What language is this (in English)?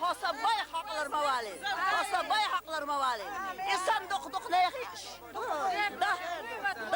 Chechen